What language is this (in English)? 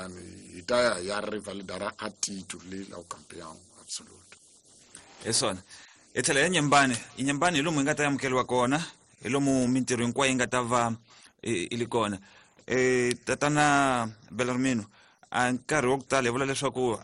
Tsonga